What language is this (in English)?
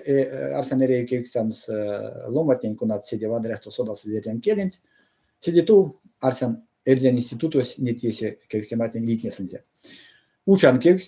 Erzya